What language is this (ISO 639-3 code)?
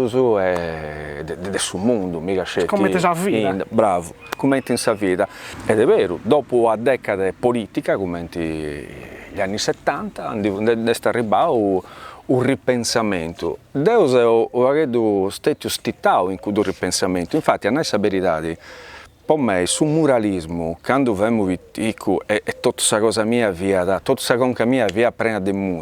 srd